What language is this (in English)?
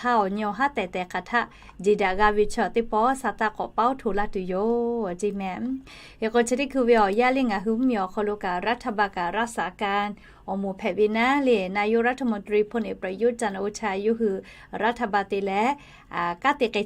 Lahu